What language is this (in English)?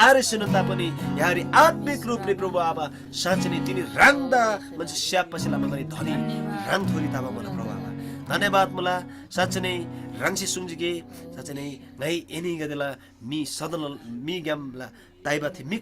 Eastern Tamang